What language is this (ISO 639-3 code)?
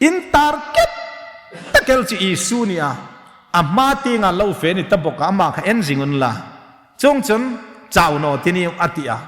hmr